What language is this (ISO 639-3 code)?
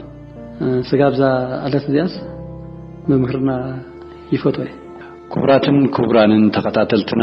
tir